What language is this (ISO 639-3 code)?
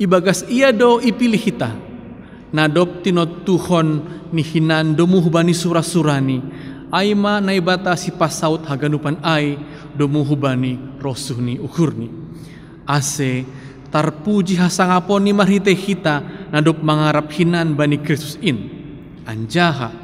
bts